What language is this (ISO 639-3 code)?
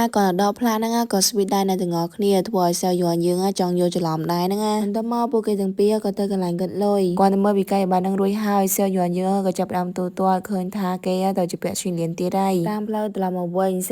khm